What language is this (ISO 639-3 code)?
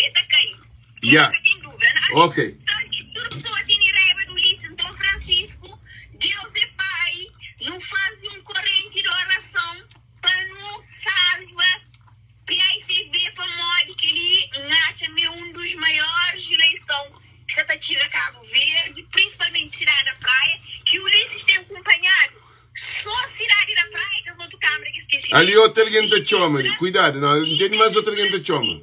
kea